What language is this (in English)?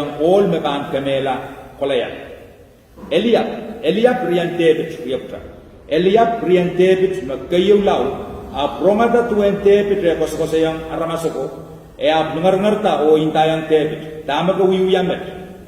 Pohnpeian